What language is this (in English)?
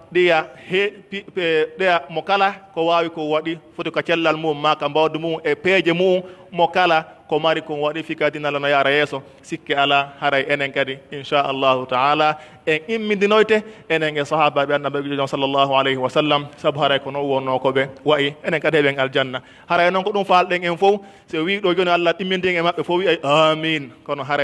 Pular